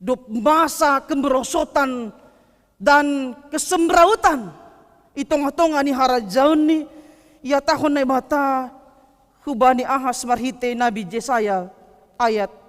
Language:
Batak Simalungun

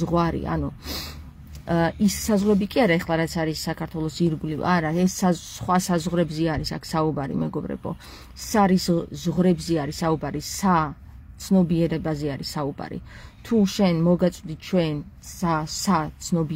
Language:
Georgian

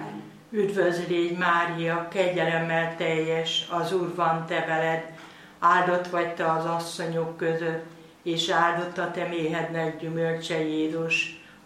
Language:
Hungarian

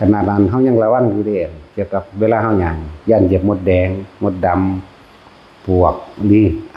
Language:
Northeastern Thai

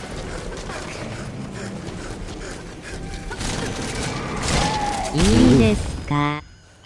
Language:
Japanese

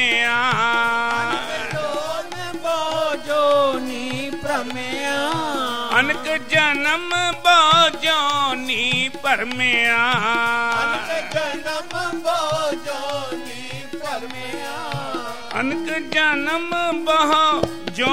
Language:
Punjabi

